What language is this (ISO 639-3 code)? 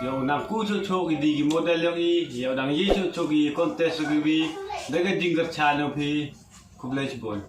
kha